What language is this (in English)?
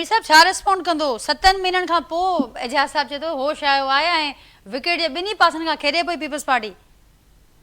Sindhi